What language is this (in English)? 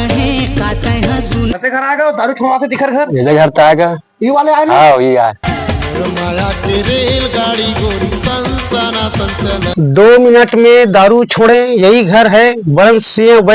Chhattisgarhi